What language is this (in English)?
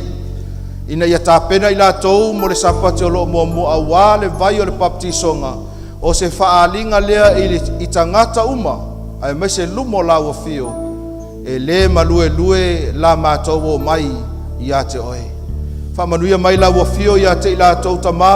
Samoan